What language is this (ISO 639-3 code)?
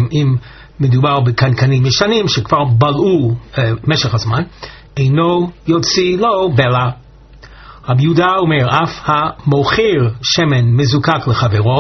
heb